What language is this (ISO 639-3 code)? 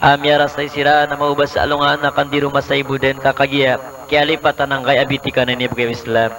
mrw